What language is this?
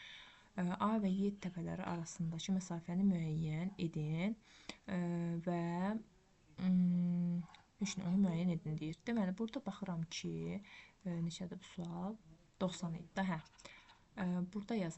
Azerbaijani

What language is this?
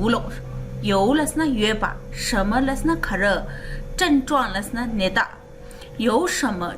Tibetan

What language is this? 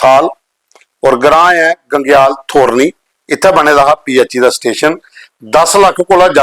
Dogri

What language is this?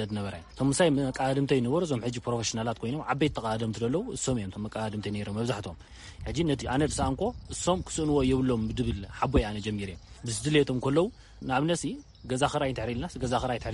Tigrinya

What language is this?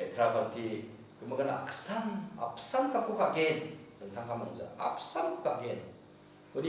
Garo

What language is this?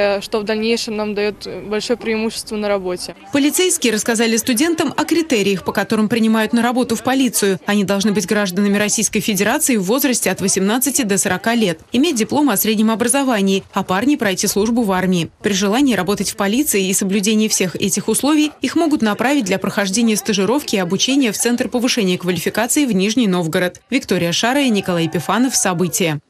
Russian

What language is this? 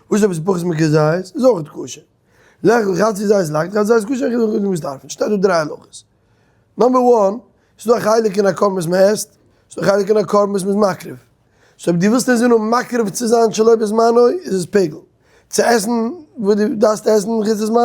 Yiddish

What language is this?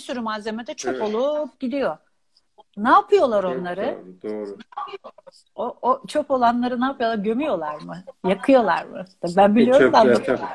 Turkish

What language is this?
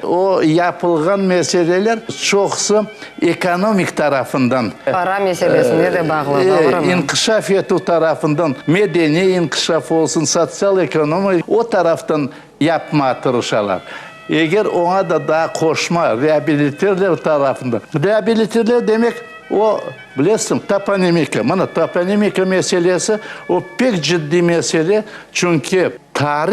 Crimean Tatar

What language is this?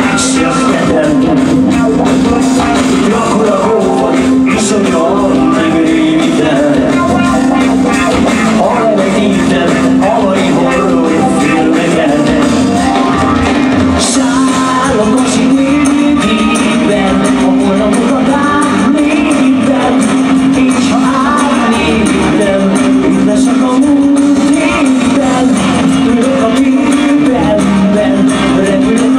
Hungarian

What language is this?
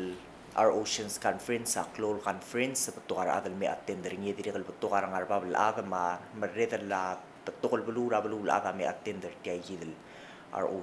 Palauan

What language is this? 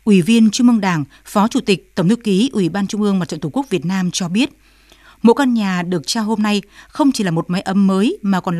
Vietnamese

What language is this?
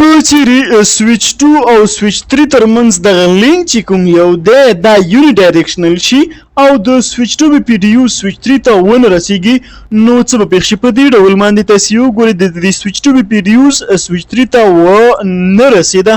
Pashto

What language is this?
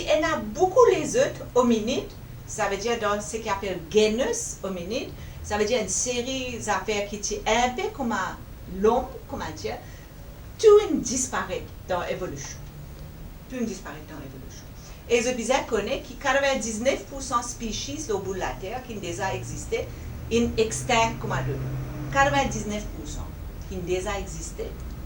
Morisyen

